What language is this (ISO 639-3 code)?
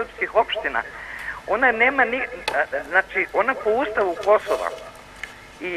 srp